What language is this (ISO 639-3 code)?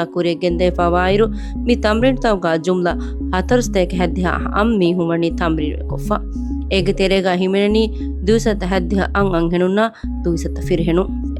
div